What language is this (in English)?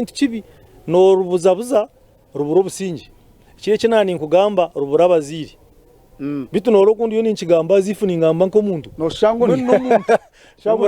Nyankole